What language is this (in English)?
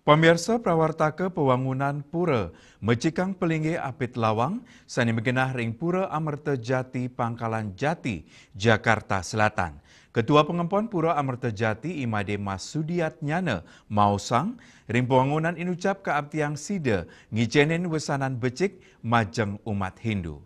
Balinese